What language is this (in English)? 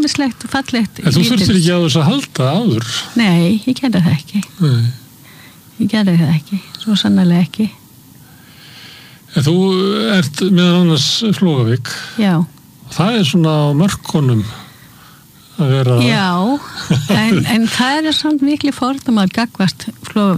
Icelandic